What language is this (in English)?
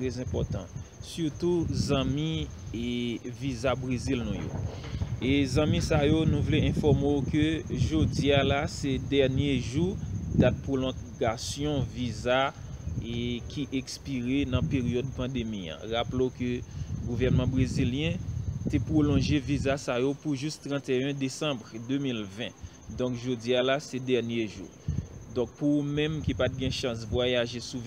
Haitian Creole